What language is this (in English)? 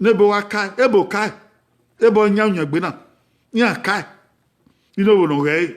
Bini